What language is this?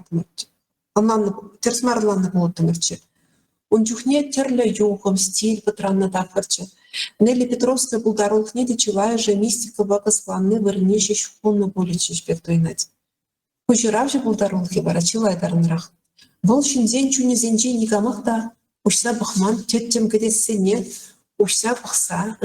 Chuvash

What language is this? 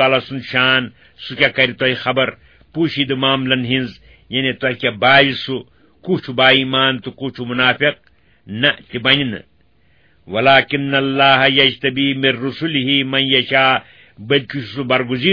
Kashmiri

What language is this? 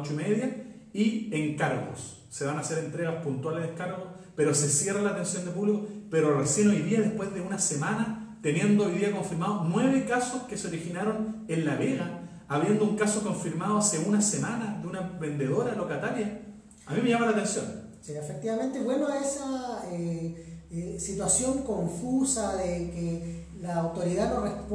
Spanish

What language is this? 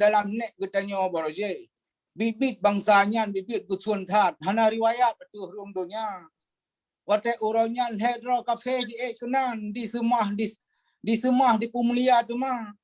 Achinese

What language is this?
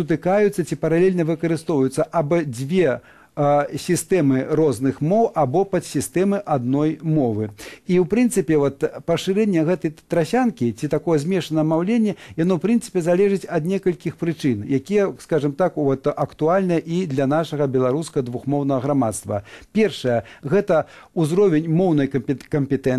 Belarusian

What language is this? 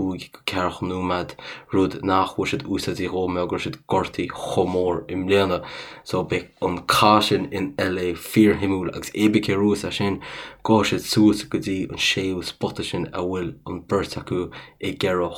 Irish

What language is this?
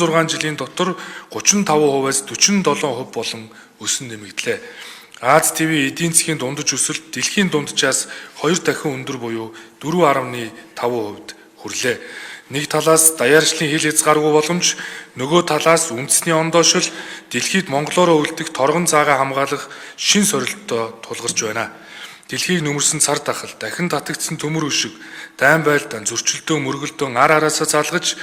Mongolian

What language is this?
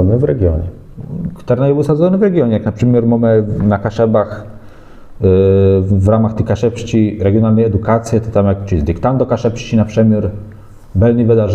Kashubian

